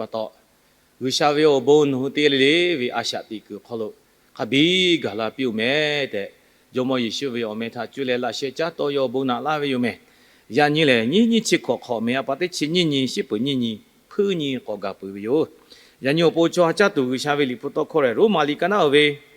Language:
Lahu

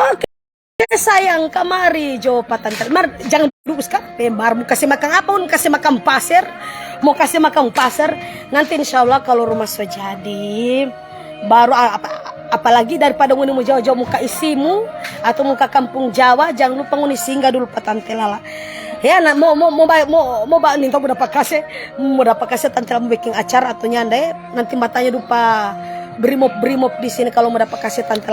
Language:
Manado Malay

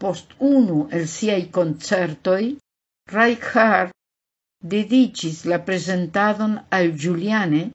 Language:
Esperanto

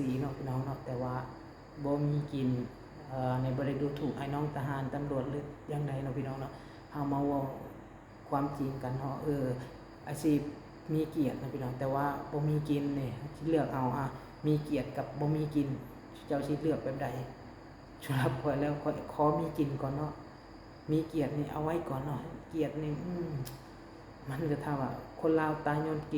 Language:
Lao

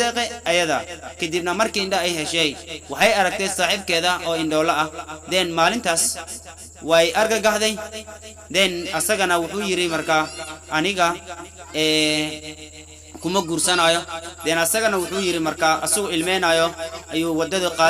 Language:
Somali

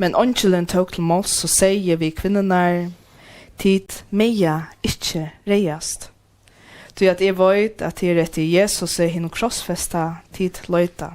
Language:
Faroese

